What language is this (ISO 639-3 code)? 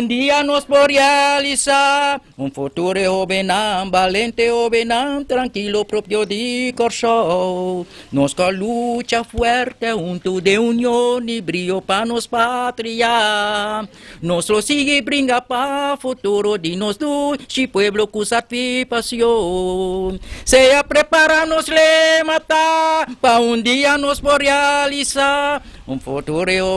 pap